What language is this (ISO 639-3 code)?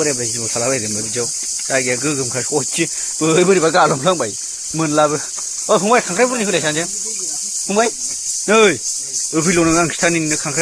brx